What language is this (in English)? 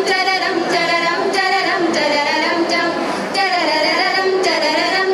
Malayalam